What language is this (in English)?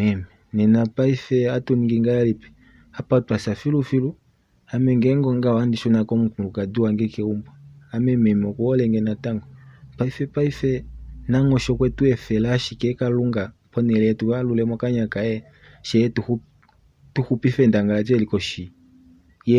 Kuanyama